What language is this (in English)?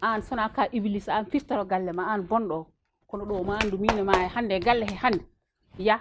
Fula